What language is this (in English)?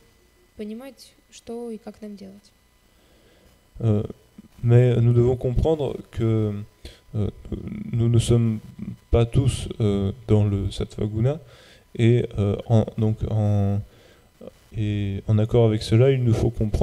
French